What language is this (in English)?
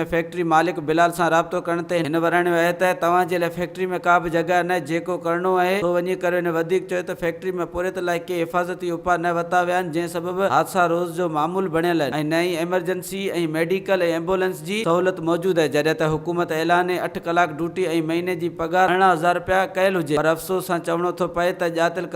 Sindhi